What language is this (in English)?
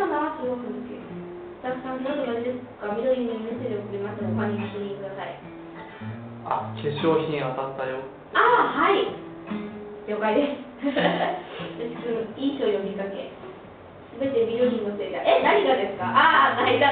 Japanese